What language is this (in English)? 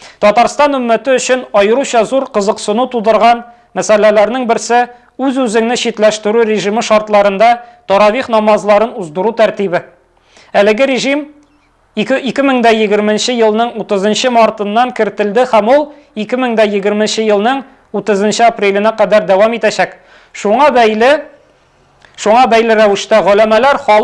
Tatar